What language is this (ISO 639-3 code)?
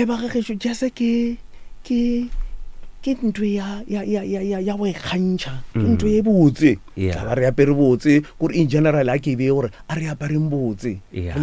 nso